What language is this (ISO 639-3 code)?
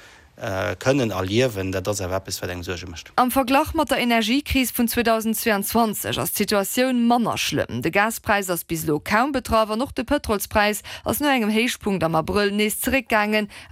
ltz